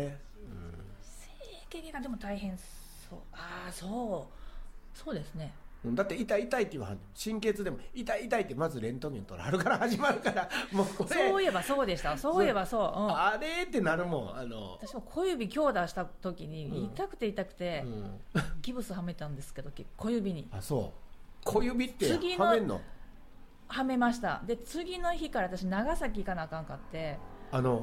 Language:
Japanese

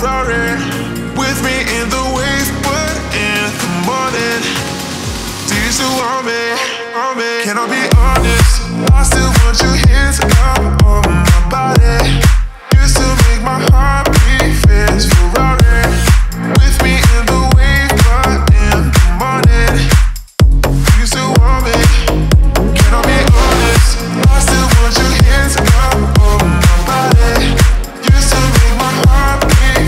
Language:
English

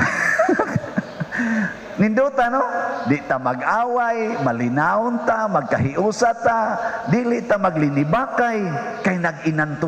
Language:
Cebuano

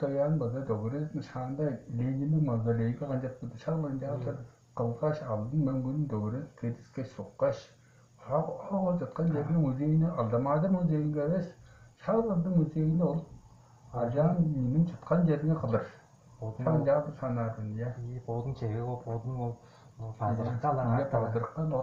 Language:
Tuvinian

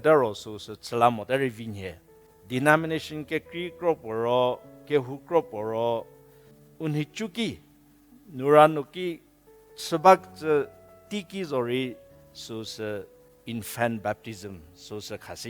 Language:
Angami Naga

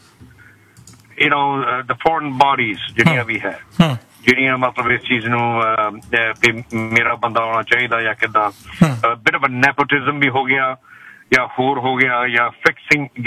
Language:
Punjabi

